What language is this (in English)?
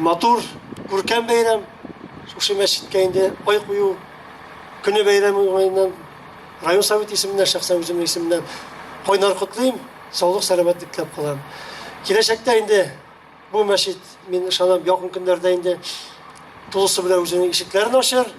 Tatar